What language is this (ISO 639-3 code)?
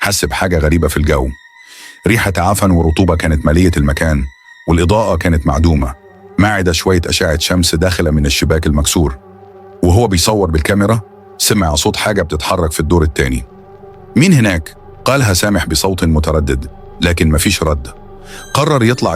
arz